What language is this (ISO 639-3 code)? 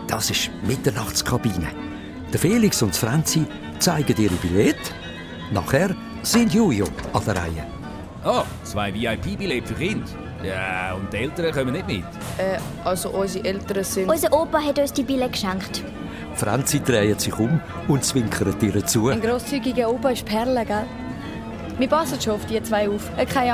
gsw